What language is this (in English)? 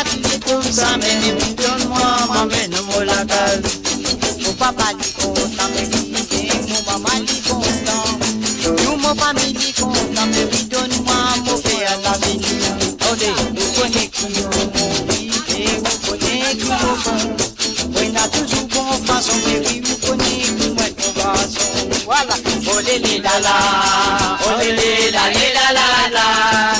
Morisyen